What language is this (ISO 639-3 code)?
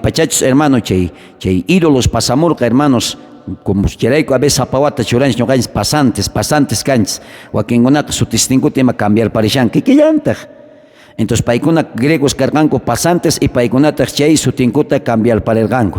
quh